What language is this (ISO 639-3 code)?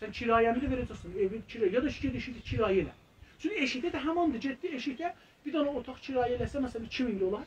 azb